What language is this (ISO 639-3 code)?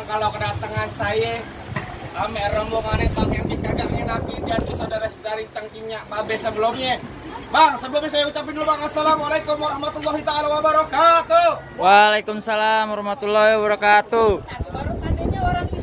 bew